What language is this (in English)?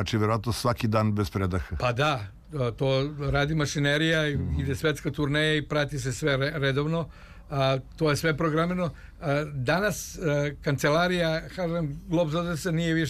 Serbian